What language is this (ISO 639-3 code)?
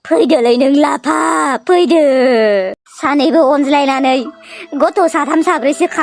brx